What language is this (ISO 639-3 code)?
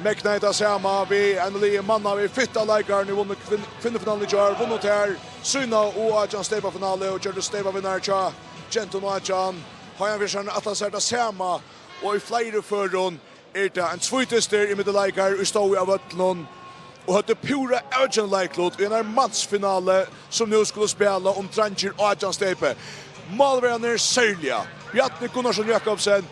fao